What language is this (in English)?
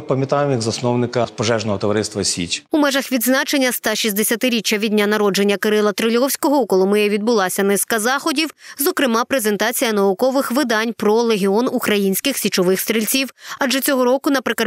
Ukrainian